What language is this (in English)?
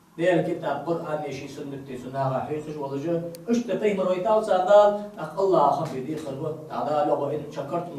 Ingush